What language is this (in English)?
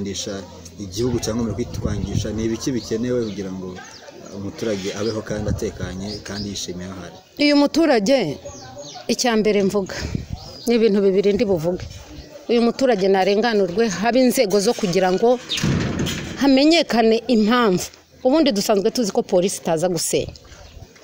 Kinyarwanda